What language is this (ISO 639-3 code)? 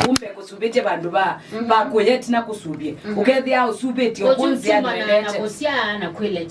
kam